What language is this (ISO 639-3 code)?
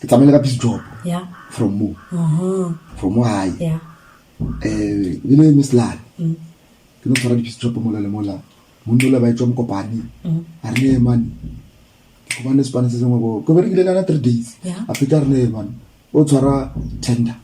nso